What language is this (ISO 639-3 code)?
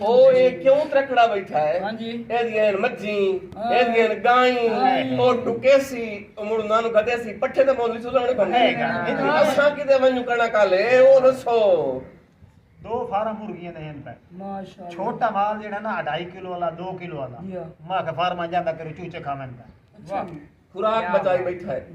skr